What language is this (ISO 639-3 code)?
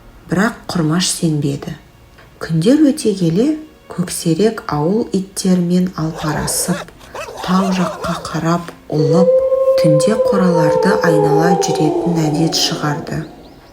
kaz